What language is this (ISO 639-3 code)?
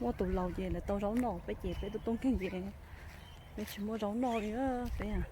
hmn